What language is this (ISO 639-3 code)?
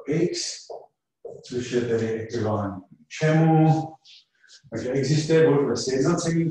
ces